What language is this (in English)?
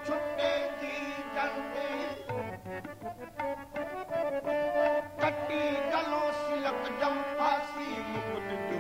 Punjabi